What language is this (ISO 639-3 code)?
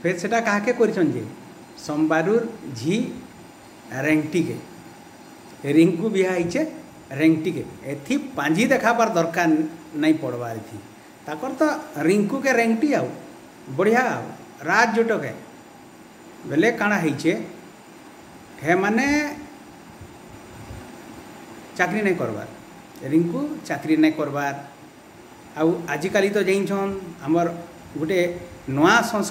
spv